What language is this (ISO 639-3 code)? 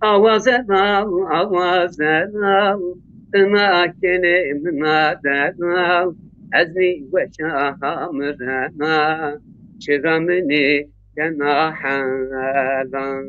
zza